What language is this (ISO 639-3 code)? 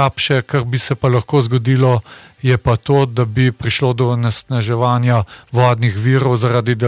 slv